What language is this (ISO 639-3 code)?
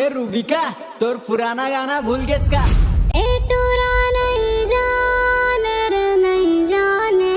hne